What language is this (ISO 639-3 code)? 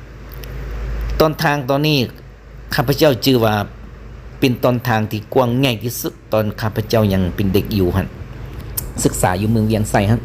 lao